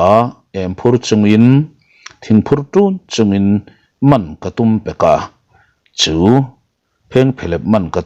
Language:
Mizo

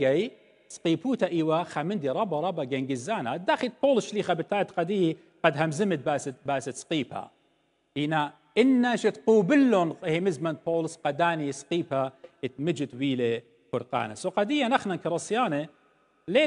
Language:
Assyrian Neo-Aramaic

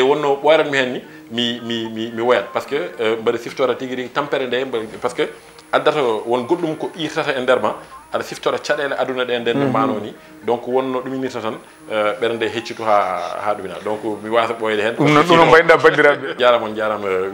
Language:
Fula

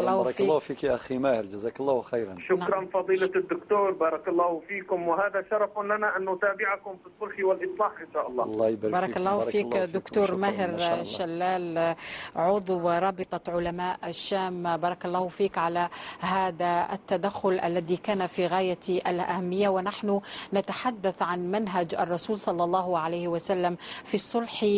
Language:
Arabic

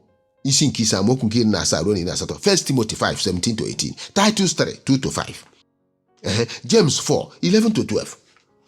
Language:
Igbo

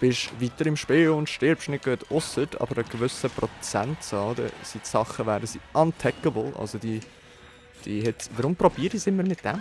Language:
Swiss German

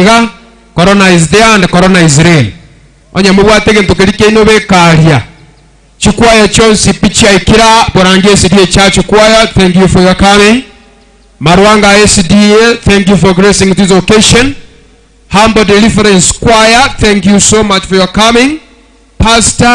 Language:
Gusii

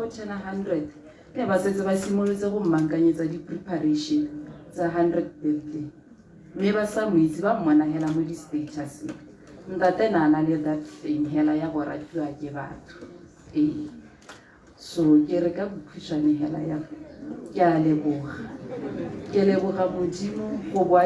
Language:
Tswana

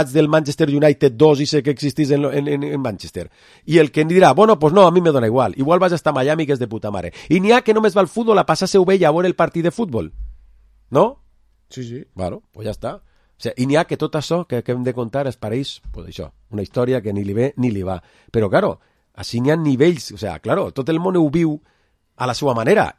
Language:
Catalan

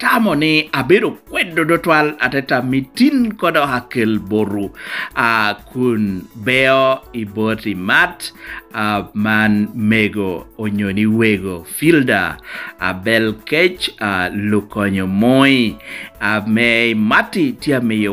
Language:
Lango (Uganda)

